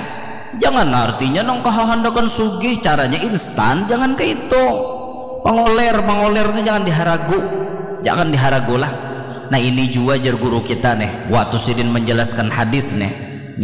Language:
Banjar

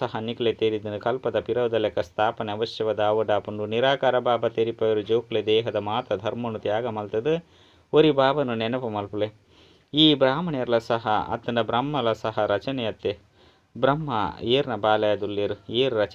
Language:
Tulu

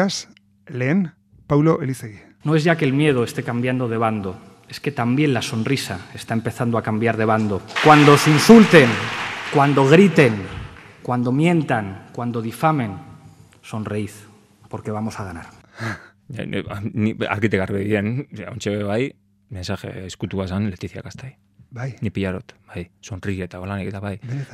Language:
Basque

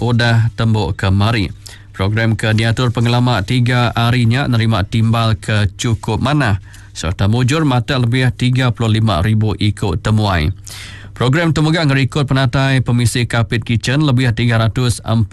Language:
Iban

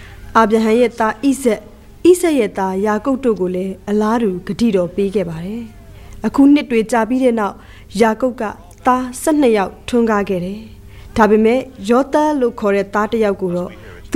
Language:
Burmese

